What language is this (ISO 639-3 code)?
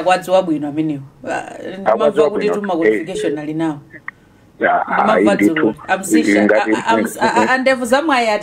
nya